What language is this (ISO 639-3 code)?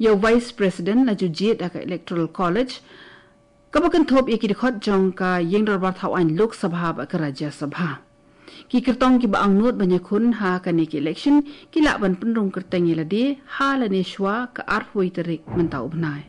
kha